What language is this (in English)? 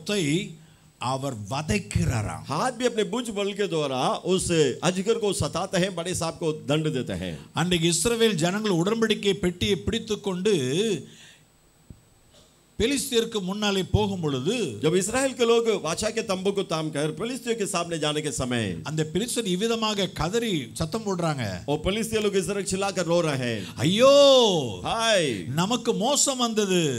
Tamil